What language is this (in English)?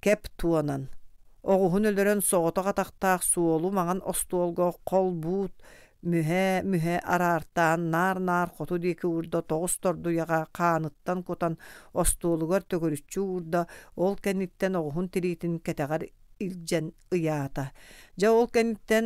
Yakut